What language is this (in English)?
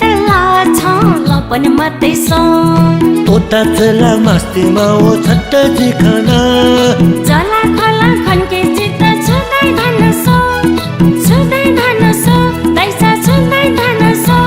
Newari